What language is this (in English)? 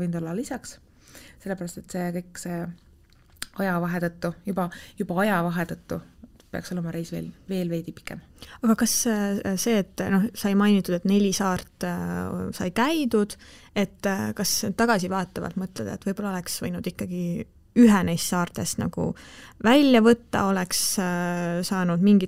Estonian